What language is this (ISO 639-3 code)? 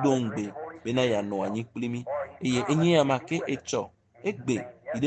ewe